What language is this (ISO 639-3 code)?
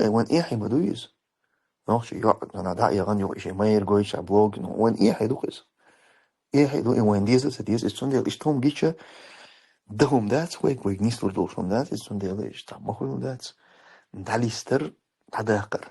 che